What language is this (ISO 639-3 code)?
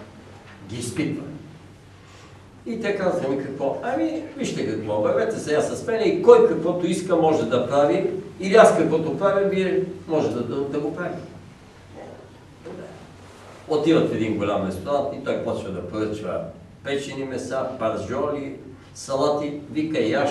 bul